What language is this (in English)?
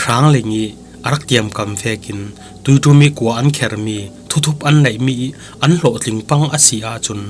Falam Chin